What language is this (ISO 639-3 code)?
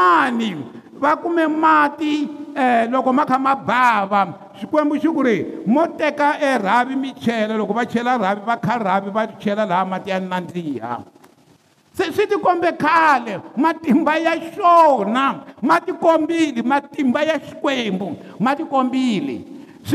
tso